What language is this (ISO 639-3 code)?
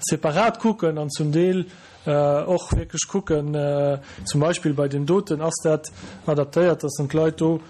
ltz